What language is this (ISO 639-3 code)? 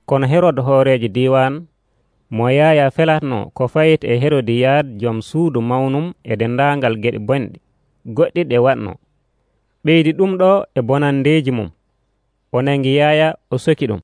fuv